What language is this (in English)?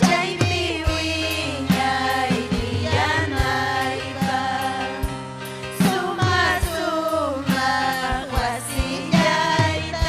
Ayacucho Quechua